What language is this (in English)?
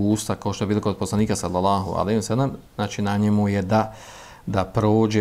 Bosnian